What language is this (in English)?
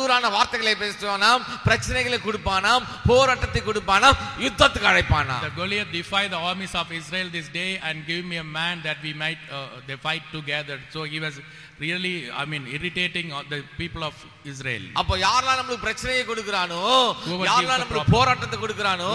Tamil